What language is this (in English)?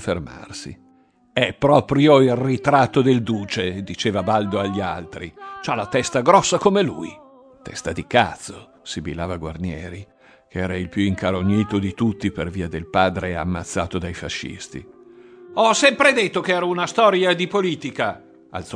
Italian